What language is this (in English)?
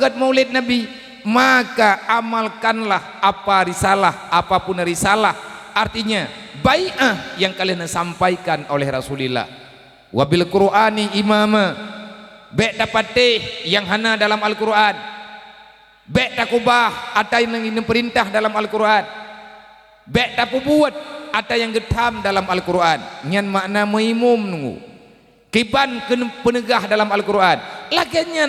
Achinese